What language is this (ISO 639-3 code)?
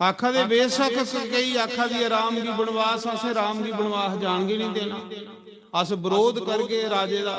doi